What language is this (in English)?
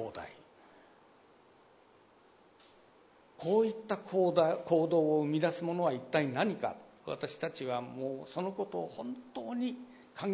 Japanese